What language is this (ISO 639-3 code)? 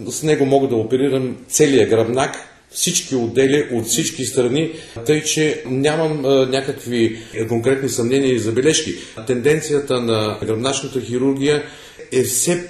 bul